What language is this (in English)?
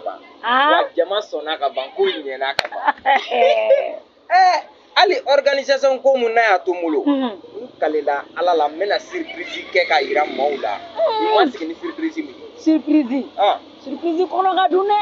Bambara